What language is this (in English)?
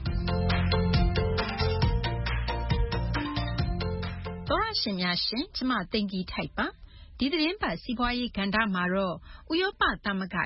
Burmese